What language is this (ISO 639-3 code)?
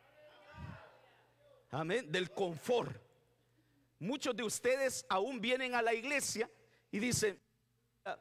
spa